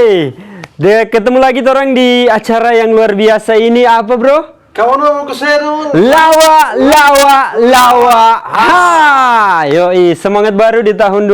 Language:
Manado Malay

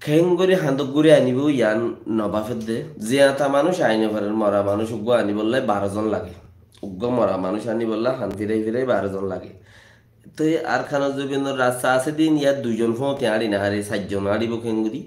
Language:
Rohingya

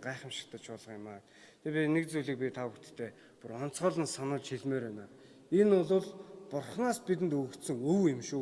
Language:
Mongolian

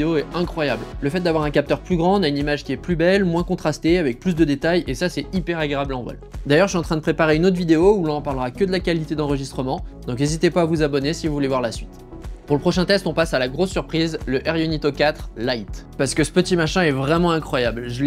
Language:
French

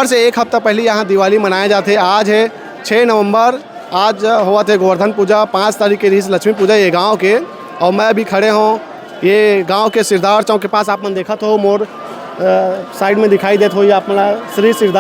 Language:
Chhattisgarhi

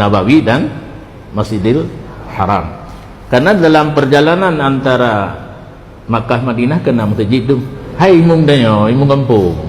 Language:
Achinese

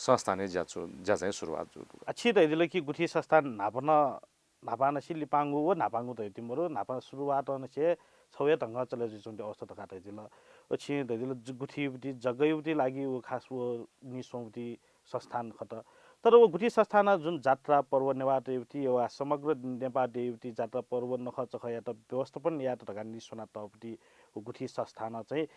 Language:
Newari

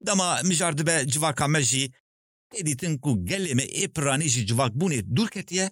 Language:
Kurdish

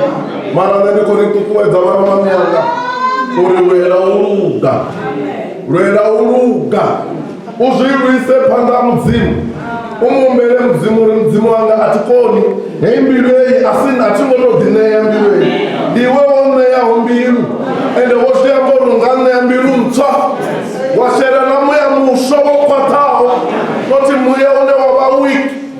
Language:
Venda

